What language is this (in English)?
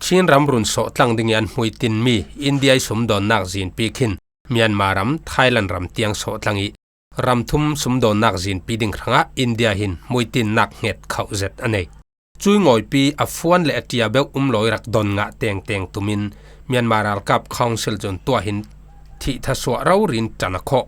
Falam Chin